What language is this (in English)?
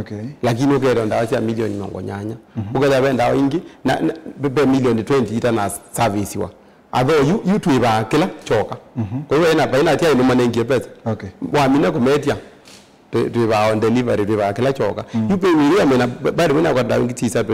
Kamba